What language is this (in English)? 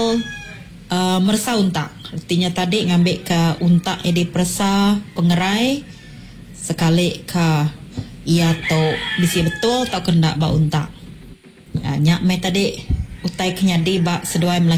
Iban